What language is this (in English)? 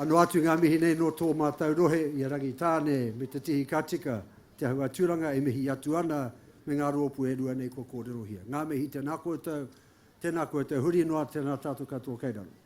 Māori